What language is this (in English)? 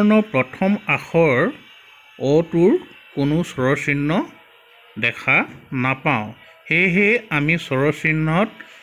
Assamese